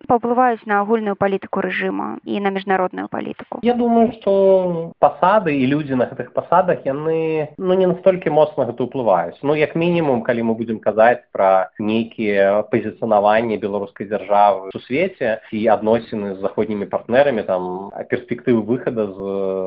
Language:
Belarusian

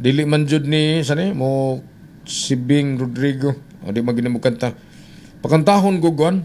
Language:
Cebuano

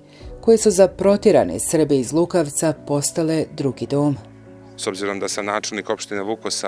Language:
Bosnian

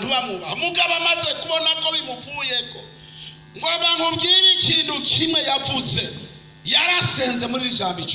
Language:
Rundi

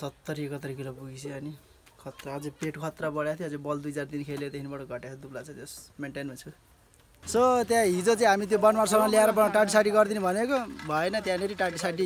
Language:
Nepali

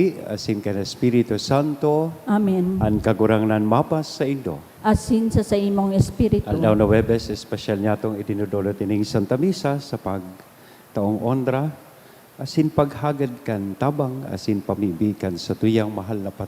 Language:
Bikol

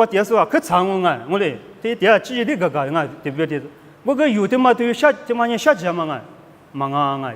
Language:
Lisu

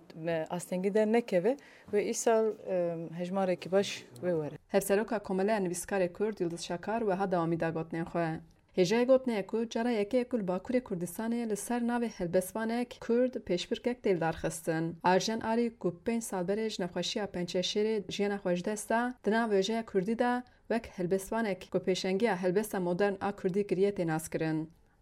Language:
Kurdish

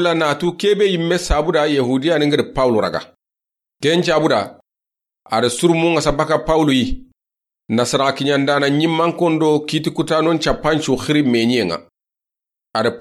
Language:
Soninke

